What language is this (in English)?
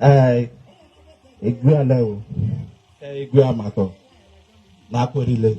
Igbo